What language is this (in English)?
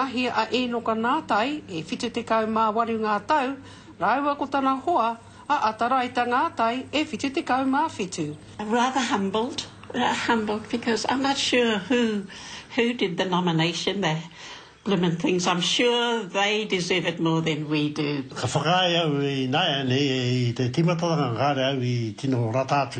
Māori